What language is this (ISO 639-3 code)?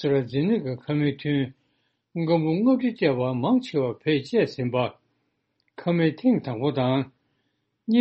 bod